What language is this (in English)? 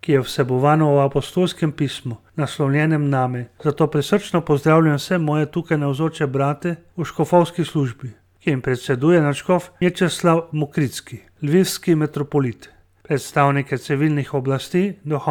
Slovenian